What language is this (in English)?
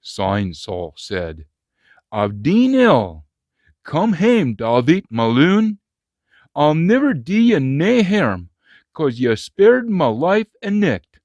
Scots